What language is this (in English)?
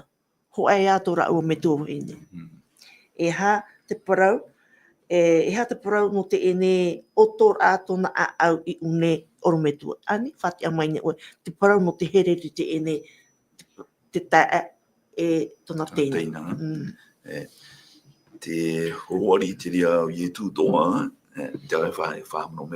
Tahitian